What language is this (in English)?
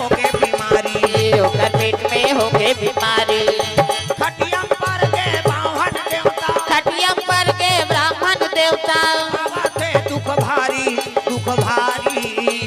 Chhattisgarhi